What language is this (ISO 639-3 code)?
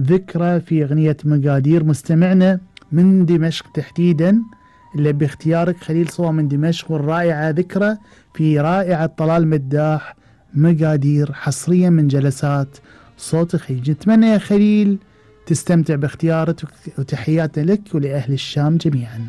afb